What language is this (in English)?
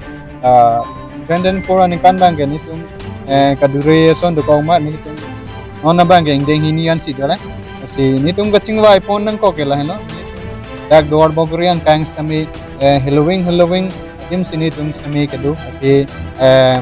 Karbi